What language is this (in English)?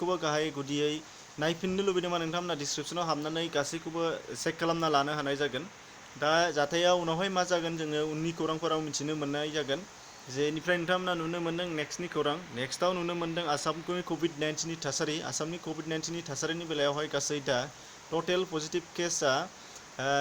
Bodo